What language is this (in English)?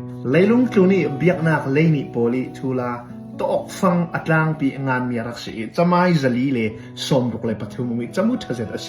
Hakha Chin